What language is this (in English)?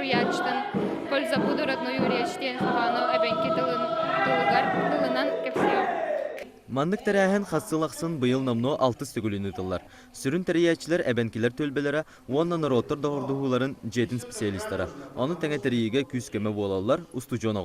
Yakut